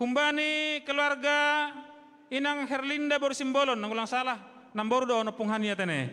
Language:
Batak Simalungun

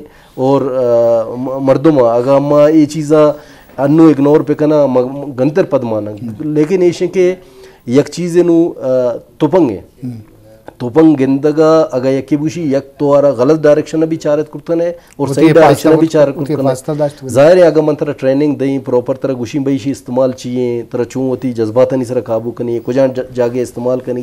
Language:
Baluchi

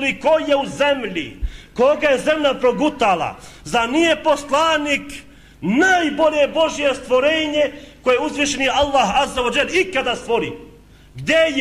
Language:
Bosnian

